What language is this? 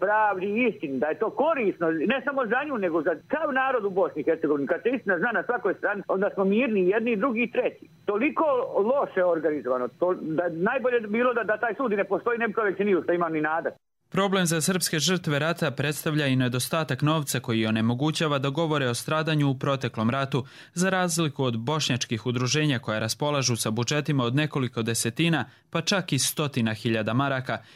Croatian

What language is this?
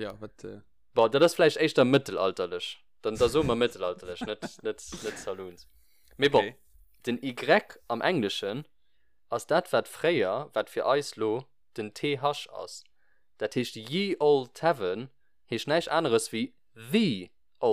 Luxembourgish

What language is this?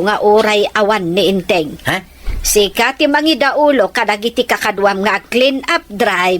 Iloko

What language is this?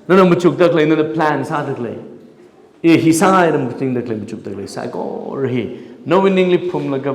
Tangkhul Naga (India)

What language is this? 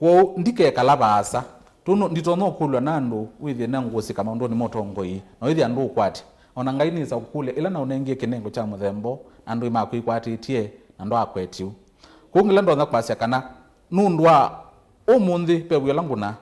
Kamba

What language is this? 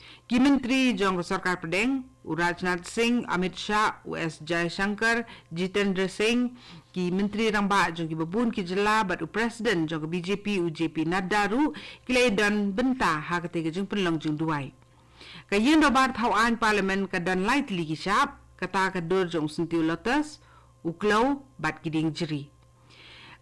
Khasi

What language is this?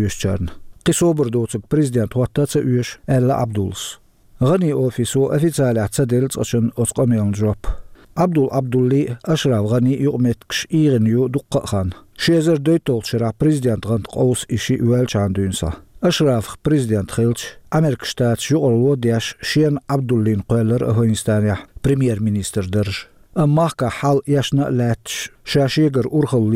Chechen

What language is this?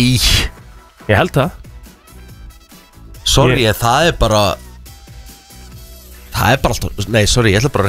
Icelandic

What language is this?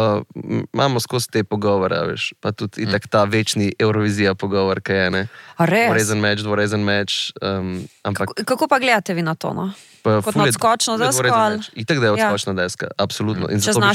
Slovenian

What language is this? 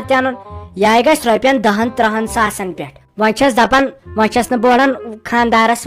Kashmiri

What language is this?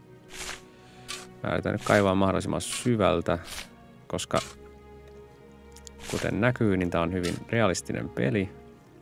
Finnish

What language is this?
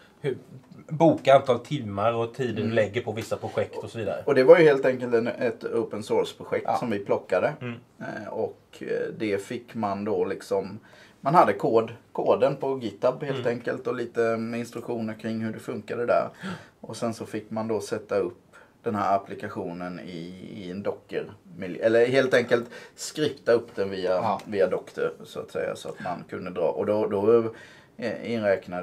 Swedish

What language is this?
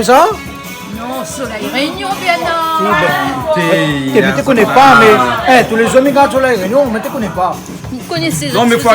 Réunion Creole French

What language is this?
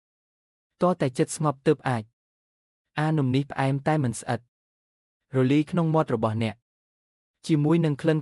Khmer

